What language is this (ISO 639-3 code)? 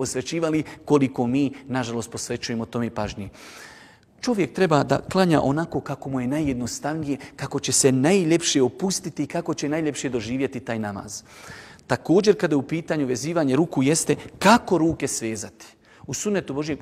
bos